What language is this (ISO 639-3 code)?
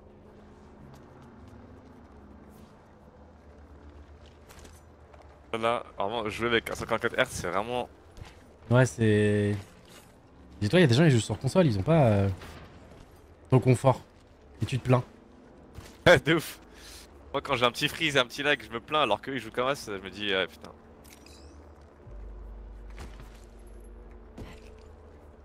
fra